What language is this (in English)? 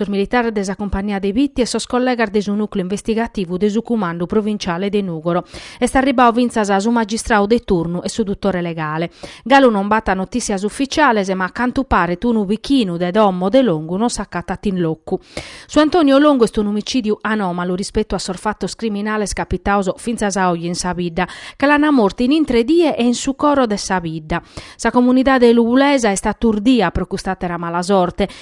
Sardinian